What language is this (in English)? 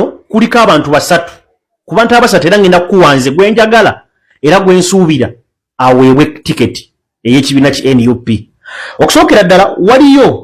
Ganda